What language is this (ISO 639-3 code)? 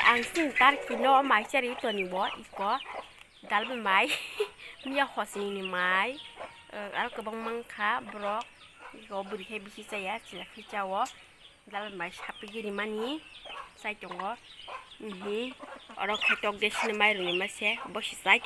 trp